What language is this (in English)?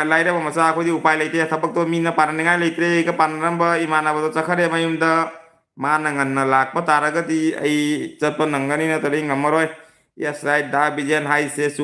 Manipuri